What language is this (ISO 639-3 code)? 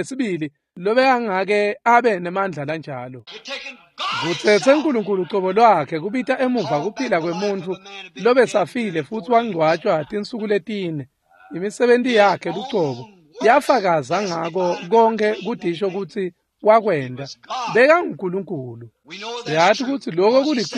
ssw